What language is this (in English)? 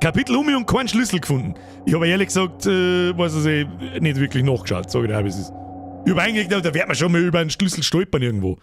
Bavarian